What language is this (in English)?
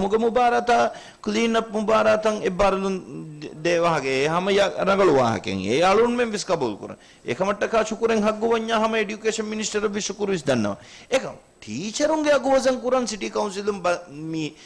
Divehi